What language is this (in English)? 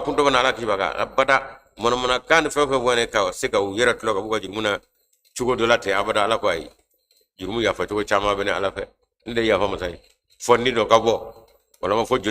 Bambara